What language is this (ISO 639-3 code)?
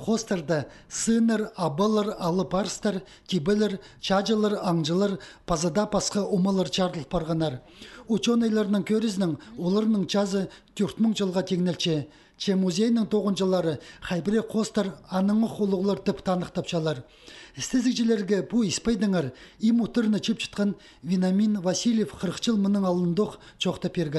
kjh